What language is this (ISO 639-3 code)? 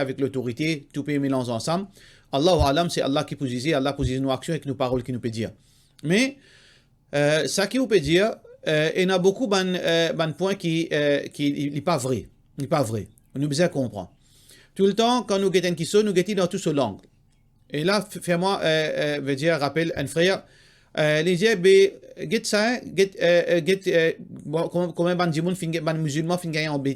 mfe